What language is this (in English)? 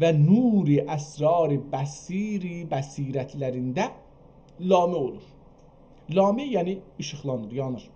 South Azerbaijani